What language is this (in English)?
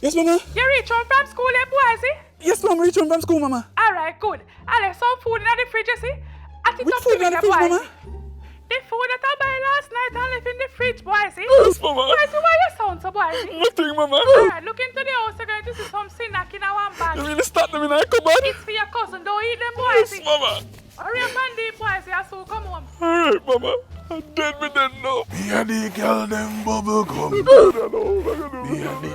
Jamaican Creole English